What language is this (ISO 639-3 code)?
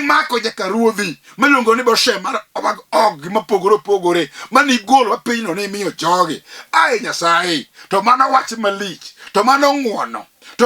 luo